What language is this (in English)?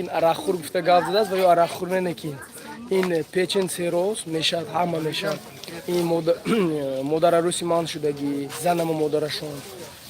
Tajik